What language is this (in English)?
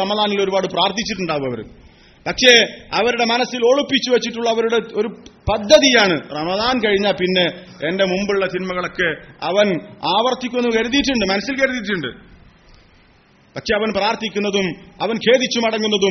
Malayalam